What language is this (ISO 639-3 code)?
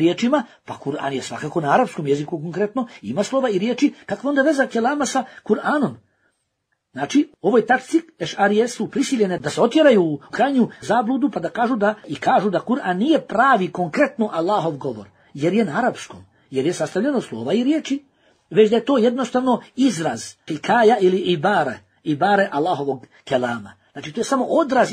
bos